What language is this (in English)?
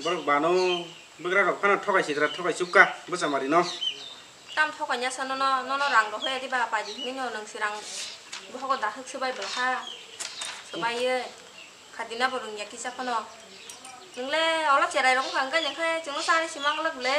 Kok Borok